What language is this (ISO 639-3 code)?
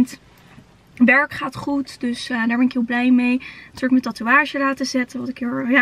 nld